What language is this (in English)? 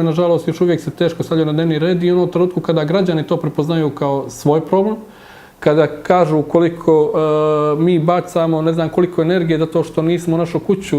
Bosnian